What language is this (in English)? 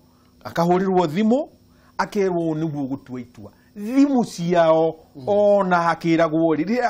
Kikuyu